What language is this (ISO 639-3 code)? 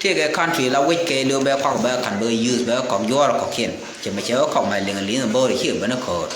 nus